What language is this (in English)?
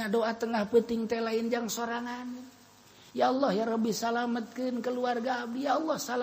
Sundanese